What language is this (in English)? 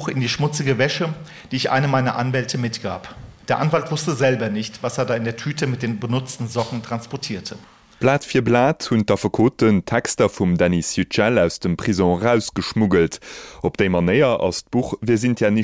Luxembourgish